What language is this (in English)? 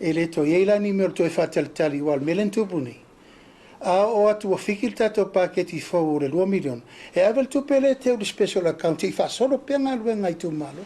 Samoan